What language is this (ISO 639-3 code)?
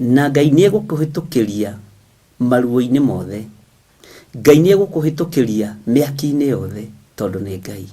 kik